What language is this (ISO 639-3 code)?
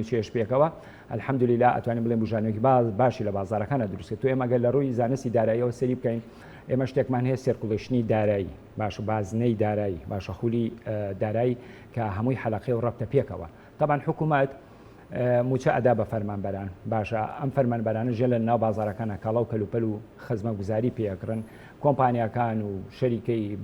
ckb